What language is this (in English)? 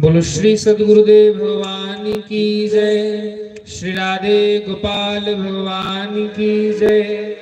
Dogri